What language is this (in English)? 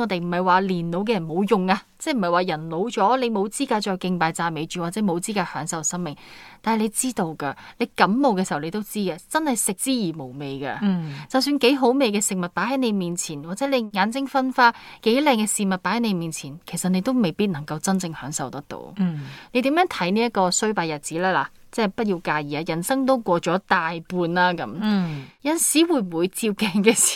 Cantonese